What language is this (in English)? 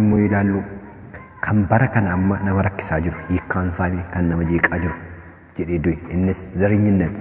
Oromo